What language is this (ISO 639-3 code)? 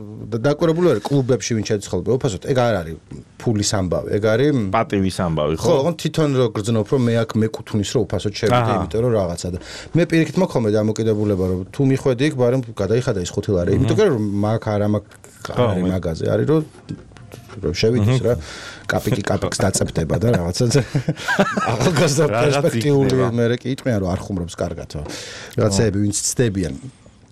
kat